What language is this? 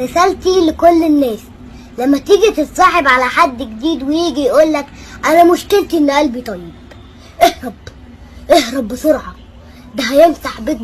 Egyptian Arabic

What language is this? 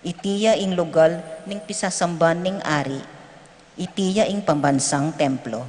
Pampanga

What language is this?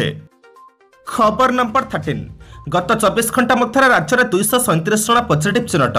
Odia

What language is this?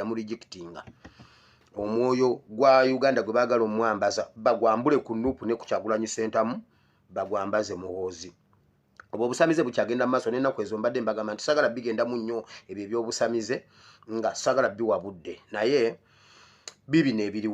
Ganda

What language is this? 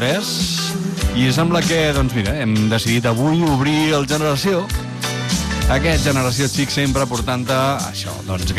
Catalan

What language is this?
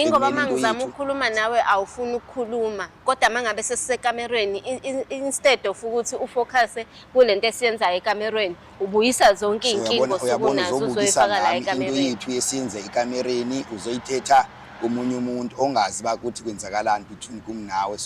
Zulu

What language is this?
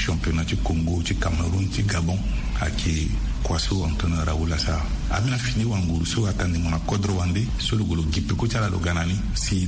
Sango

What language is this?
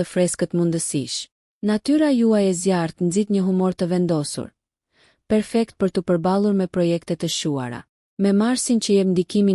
Albanian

